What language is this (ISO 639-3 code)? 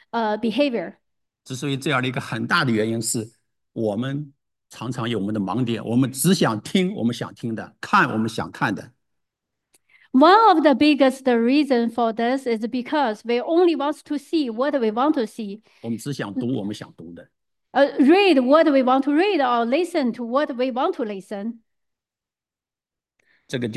zho